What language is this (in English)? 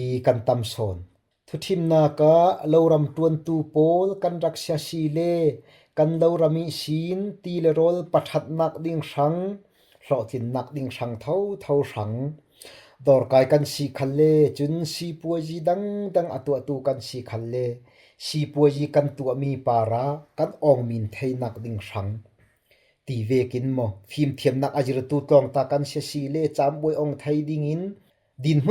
Falam Chin